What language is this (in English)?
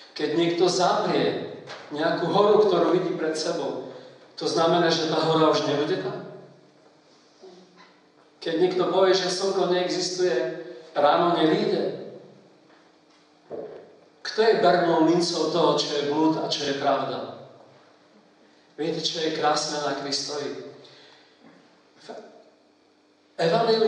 Slovak